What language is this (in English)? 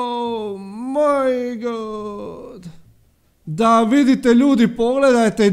Croatian